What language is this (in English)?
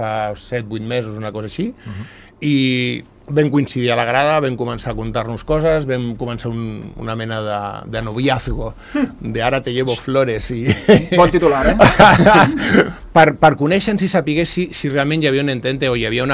Catalan